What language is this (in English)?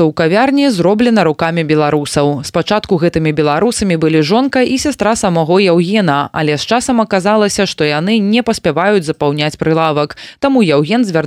Belarusian